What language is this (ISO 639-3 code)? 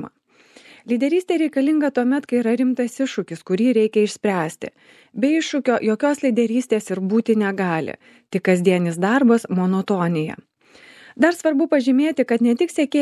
lit